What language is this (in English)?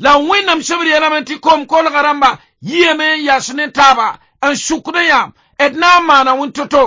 Mossi